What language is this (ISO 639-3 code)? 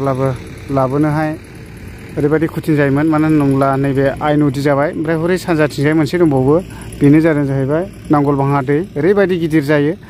brx